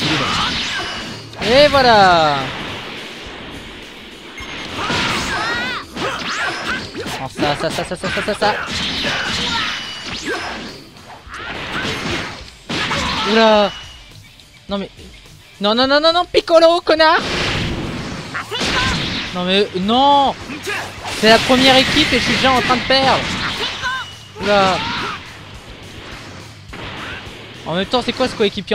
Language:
French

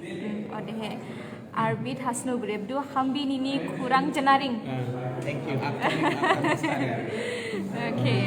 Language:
Dimasa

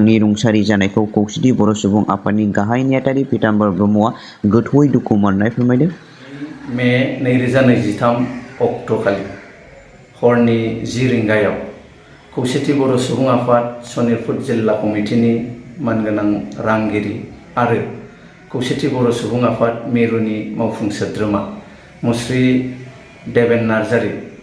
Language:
Bodo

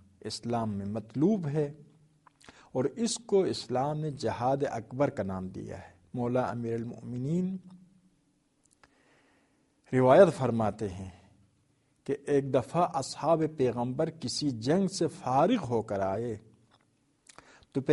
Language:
Urdu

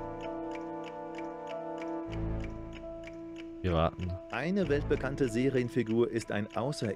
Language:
German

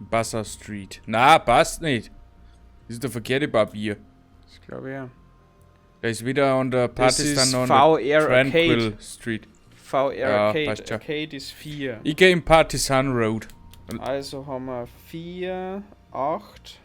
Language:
Bavarian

